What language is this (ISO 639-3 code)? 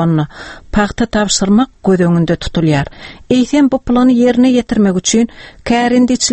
tuk